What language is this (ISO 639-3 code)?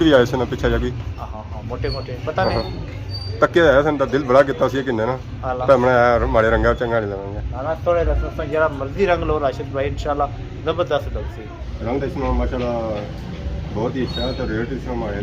phr